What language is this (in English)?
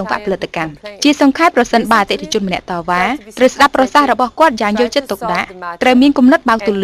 Khmer